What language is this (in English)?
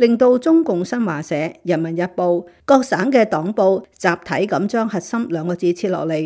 Cantonese